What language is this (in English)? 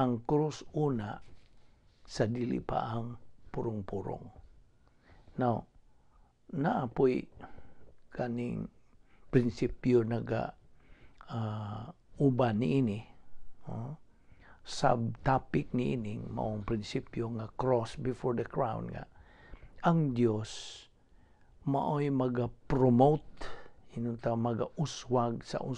Cebuano